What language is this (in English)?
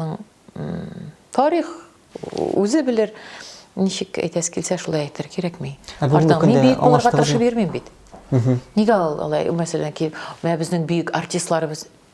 Tatar